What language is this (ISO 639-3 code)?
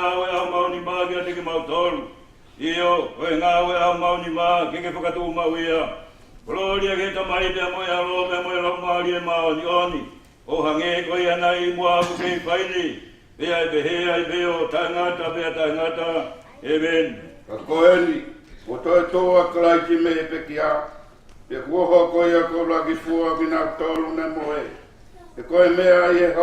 ton